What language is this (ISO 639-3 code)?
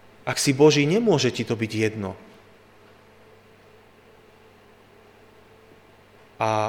slk